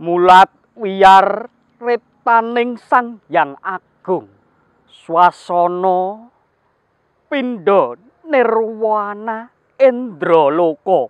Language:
Javanese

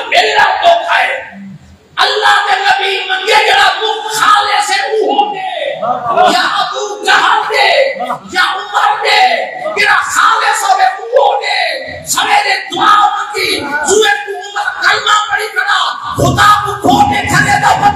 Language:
Saraiki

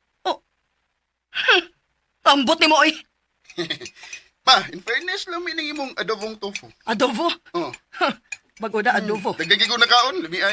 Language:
Cebuano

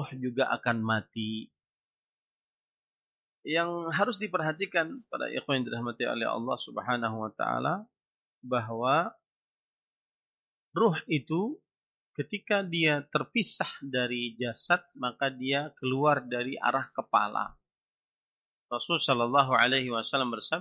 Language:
Indonesian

